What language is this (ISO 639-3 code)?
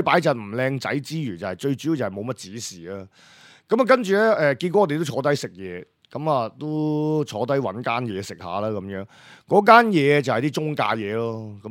yue